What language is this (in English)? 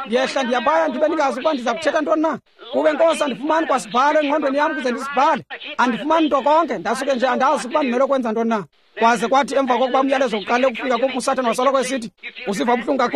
Xhosa